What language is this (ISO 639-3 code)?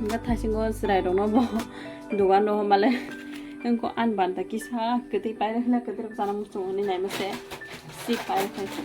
trp